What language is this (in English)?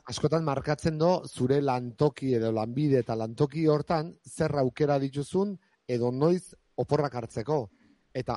Basque